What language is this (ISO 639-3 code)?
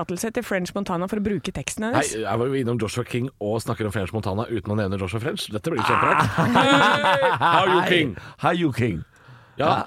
nor